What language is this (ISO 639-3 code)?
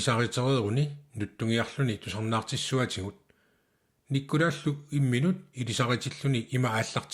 kal